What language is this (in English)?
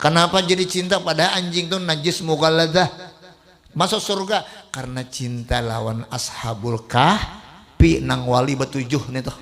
Banjar